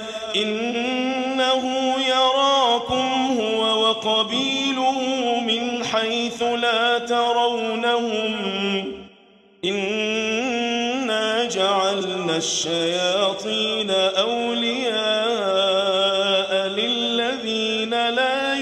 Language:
Arabic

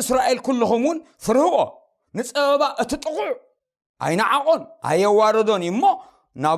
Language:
Tigrinya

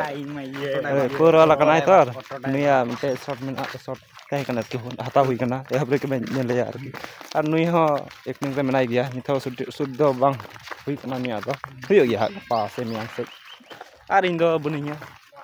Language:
Santali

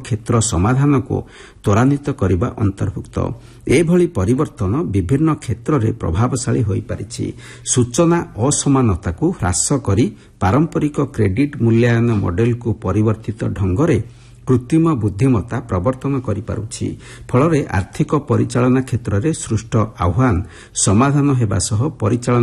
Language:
Odia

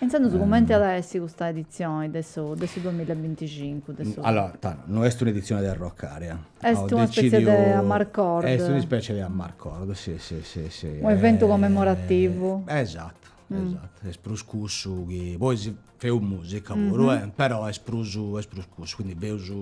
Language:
Sardinian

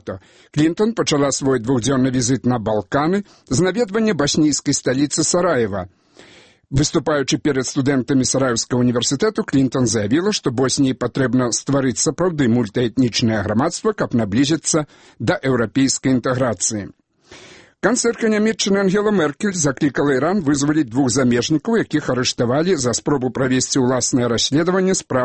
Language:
Belarusian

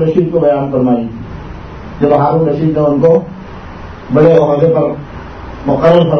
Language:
Urdu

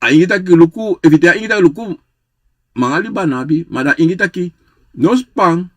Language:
Sranan Tongo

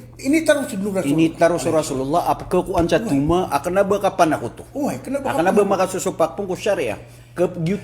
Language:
Maranao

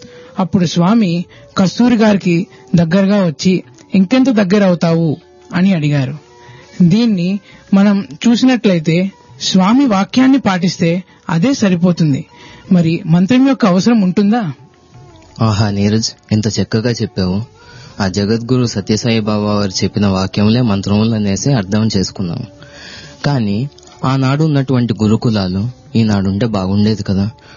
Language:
Telugu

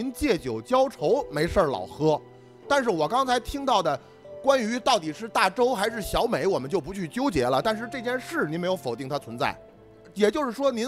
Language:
Chinese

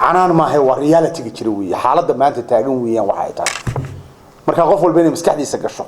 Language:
Somali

